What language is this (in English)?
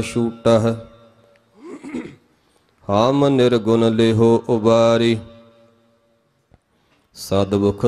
Punjabi